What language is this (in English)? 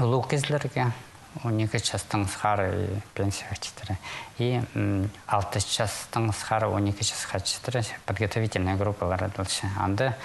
Khakas